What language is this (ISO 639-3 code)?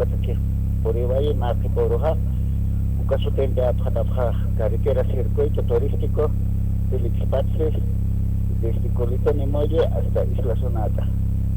aym